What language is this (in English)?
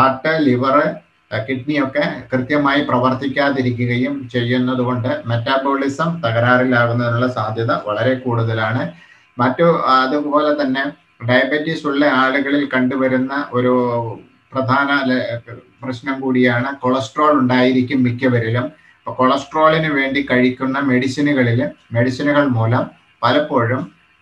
Malayalam